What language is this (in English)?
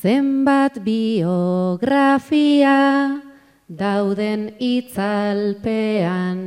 Basque